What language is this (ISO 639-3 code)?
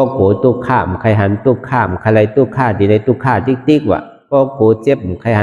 shn